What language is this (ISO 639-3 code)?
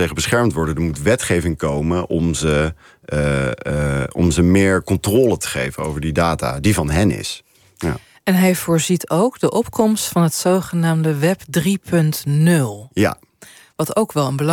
nld